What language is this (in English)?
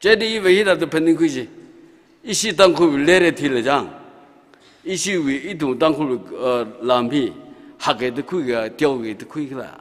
Tangkhul Naga (India)